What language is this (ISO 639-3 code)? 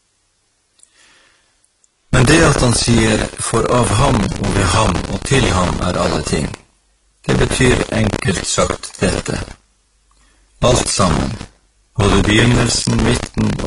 nor